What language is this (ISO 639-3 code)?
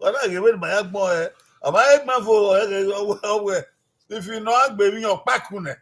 bin